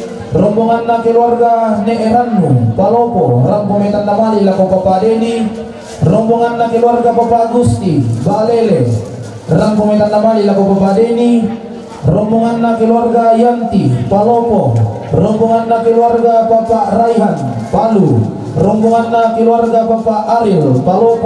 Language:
Toraja-Sa'dan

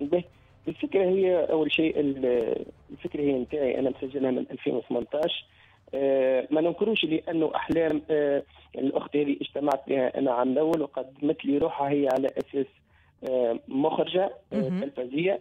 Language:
Tunisian Arabic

